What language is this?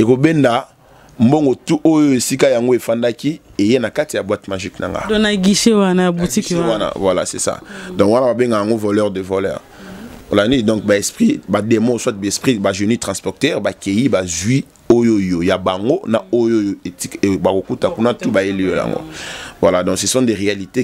Lingala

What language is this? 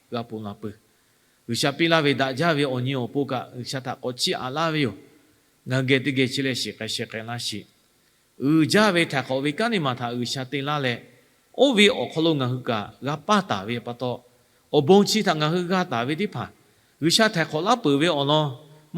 Lahu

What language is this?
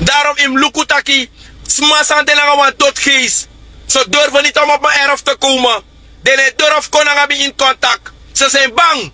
Sranan Tongo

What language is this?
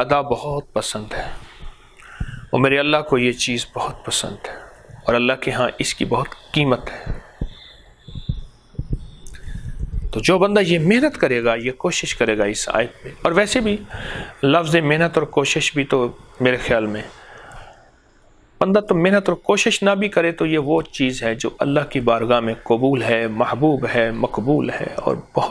Urdu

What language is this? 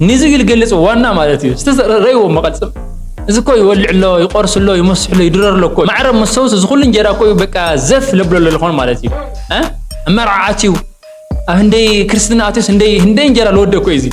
Tigrinya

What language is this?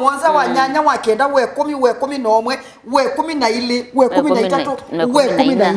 Kamba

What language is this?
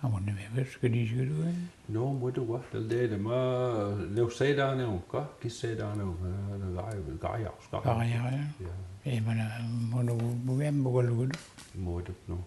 Mi'kmaw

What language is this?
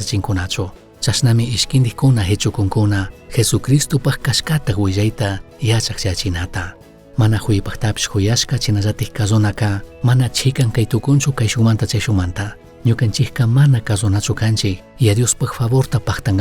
Chimborazo Highland Quichua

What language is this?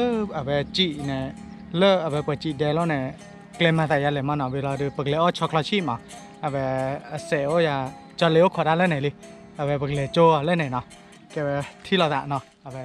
S'gaw Karen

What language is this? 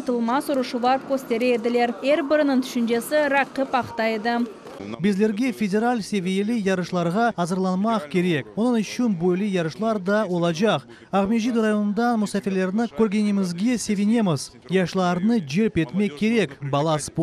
Crimean Tatar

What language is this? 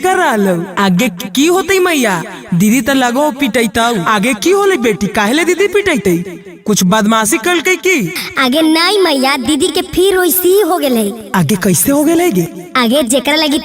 Magahi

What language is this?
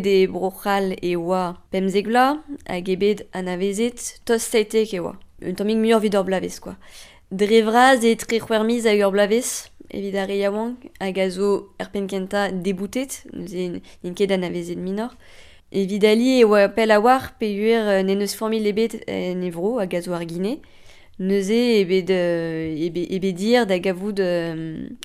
Breton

